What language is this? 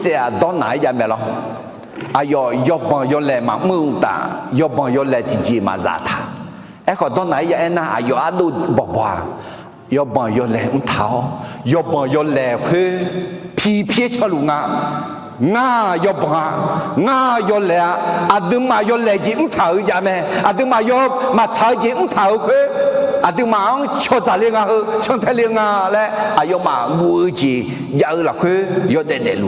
Akha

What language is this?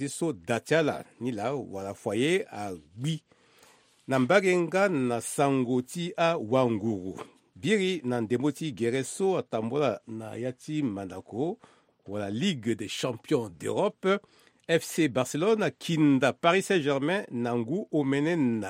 Sango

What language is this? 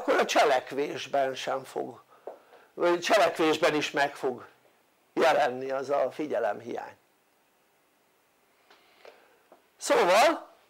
Hungarian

